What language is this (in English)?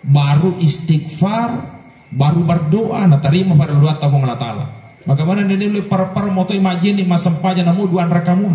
Buginese